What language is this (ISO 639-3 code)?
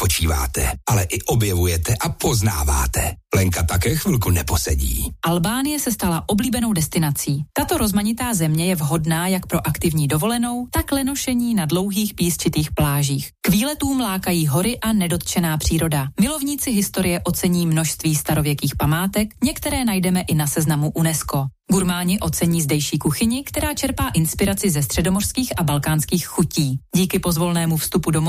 ces